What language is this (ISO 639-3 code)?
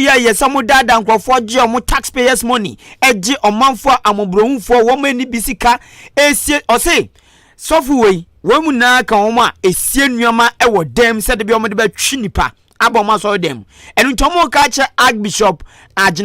aka